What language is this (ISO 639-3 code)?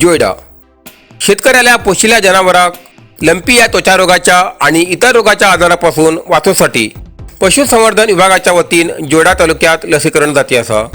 kok